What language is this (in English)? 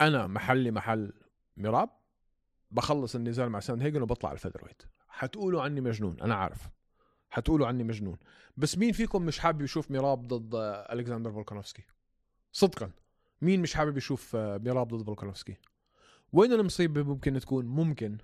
North Levantine Arabic